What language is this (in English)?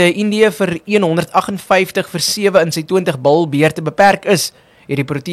Afrikaans